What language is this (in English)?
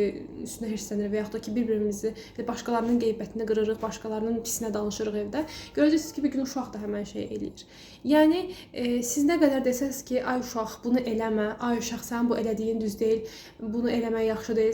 Azerbaijani